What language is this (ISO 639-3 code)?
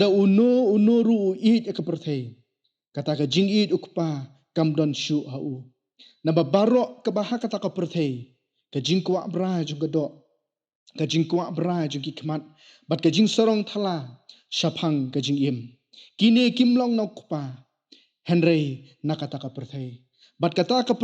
kha